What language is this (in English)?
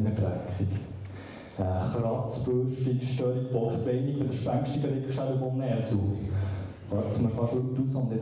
Swiss German